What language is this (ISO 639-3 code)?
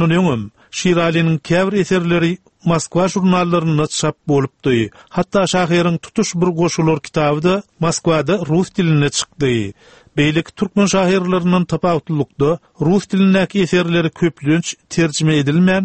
tuk